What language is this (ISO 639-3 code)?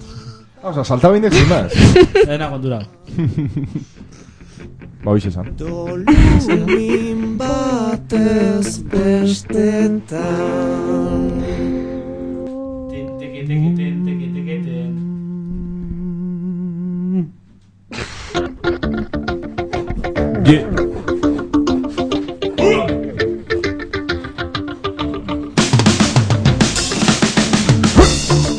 eus